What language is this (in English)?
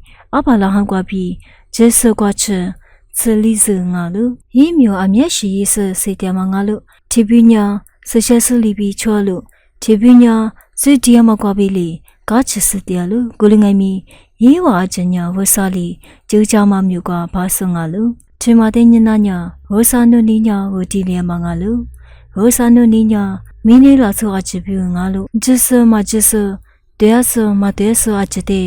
Lisu